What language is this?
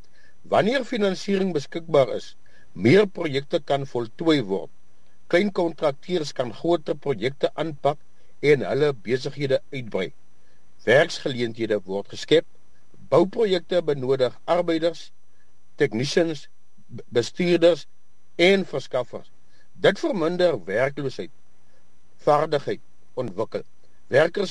Afrikaans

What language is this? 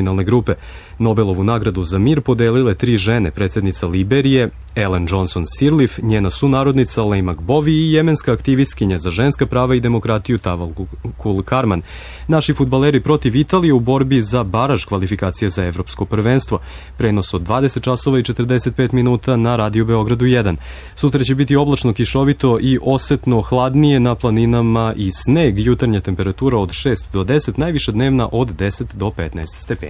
Serbian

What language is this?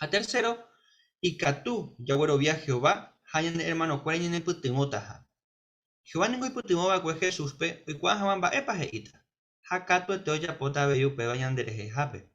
Guarani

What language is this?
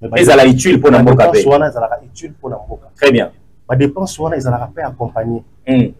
Lingala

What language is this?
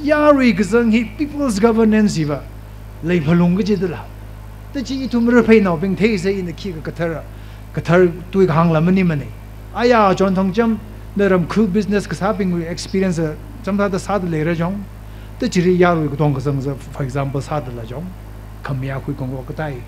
Tangkhul Naga (India)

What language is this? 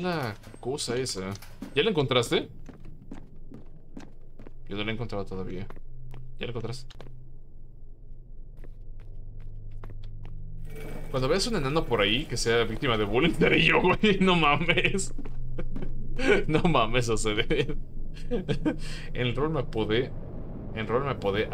Spanish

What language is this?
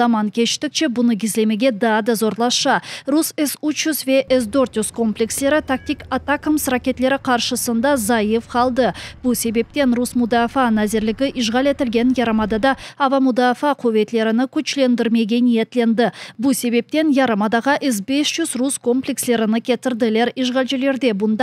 Crimean Tatar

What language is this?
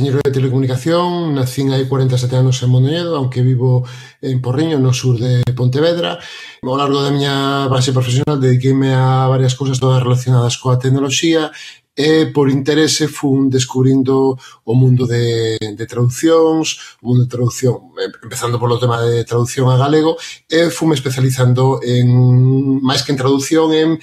Galician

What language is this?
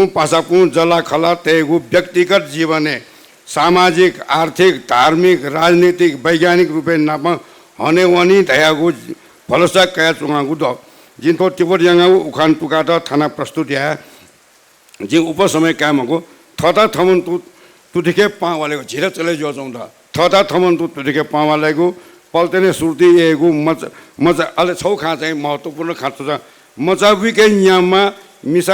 Newari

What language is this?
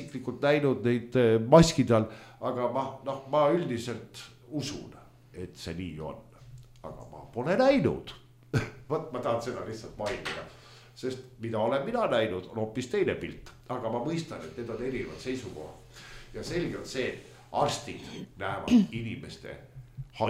Estonian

